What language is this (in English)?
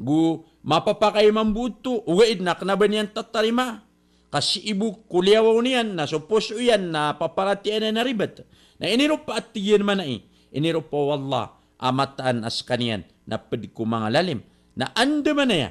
Maranao